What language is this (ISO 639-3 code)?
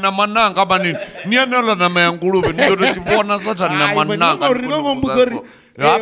ven